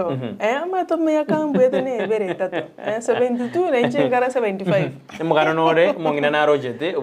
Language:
Gusii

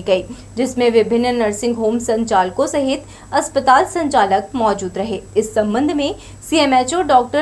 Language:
Hindi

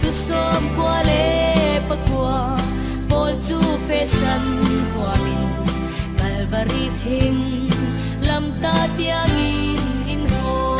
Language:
Falam Chin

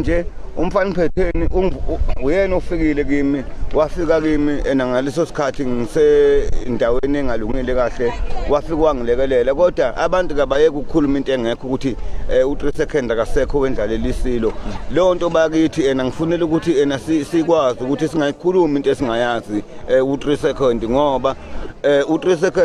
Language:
Zulu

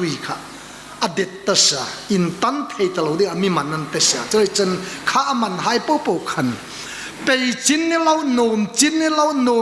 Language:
Hmar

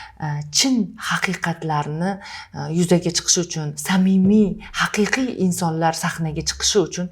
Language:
Uzbek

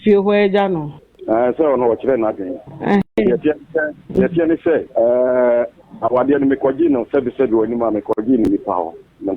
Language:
Akan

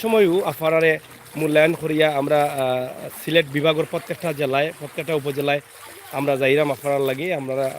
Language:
Sylheti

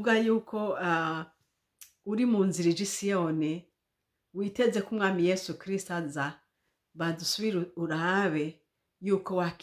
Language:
Rundi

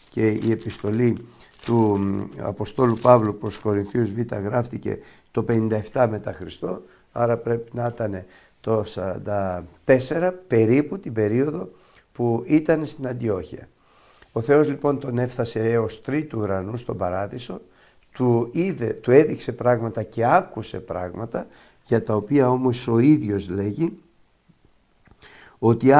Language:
Greek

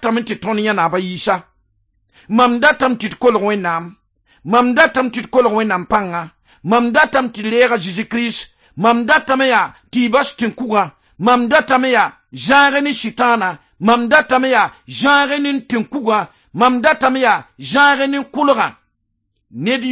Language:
Mossi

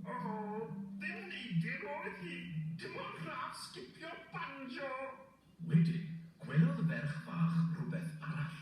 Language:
Welsh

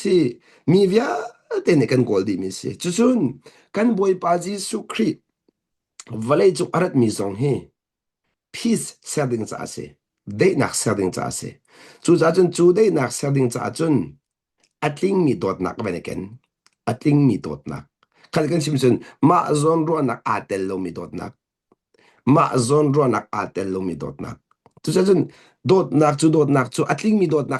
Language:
Hakha Chin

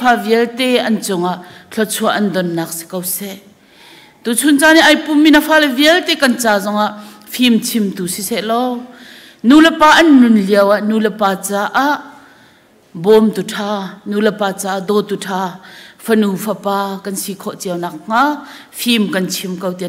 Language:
Hakha Chin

